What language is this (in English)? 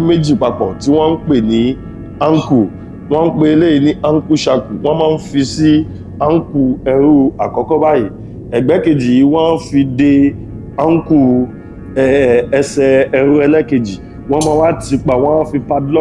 Yoruba